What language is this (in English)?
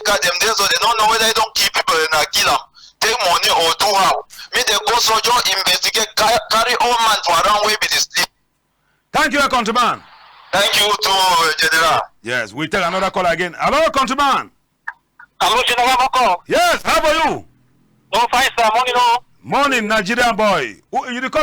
Cameroon Pidgin